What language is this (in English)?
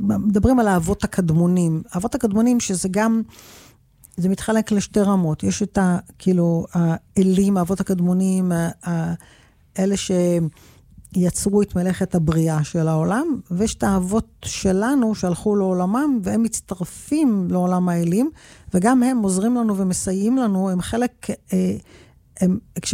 Hebrew